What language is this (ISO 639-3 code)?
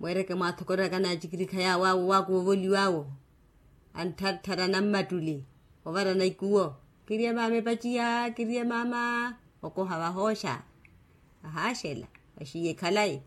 vmw